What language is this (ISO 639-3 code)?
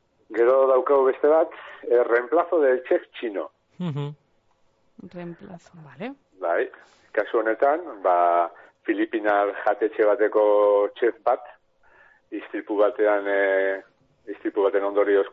eus